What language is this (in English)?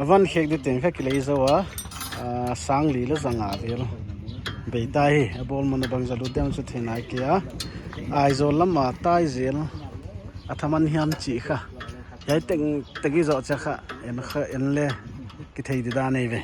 Paite Chin